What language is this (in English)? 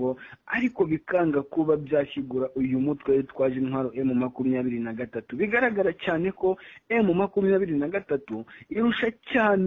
Kinyarwanda